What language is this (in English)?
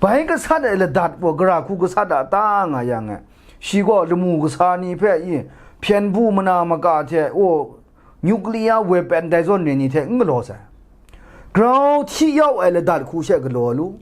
Kachin